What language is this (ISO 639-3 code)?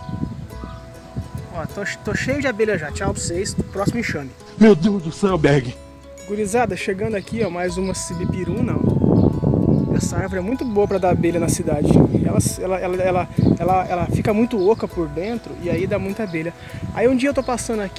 por